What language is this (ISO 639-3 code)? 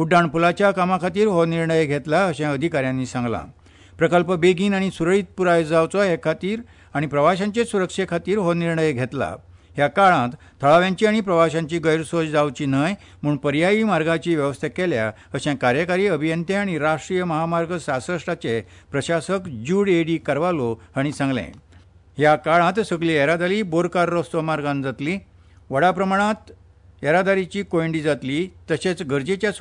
kok